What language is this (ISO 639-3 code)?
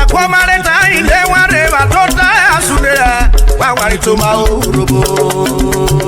urh